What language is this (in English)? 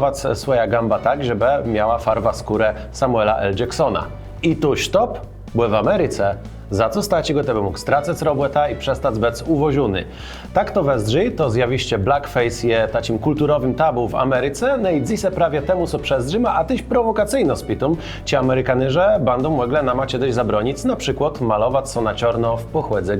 Kashubian